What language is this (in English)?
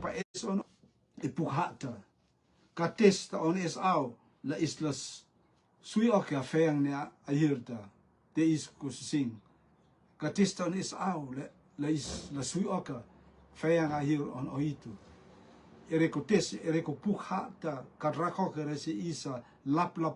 Rotuman